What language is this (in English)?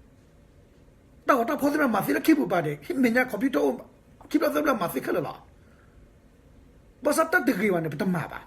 S'gaw Karen